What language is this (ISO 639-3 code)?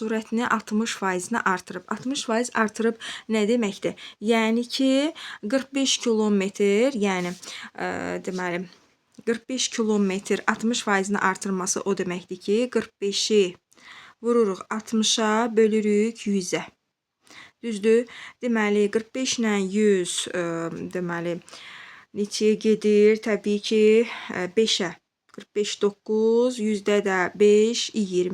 aze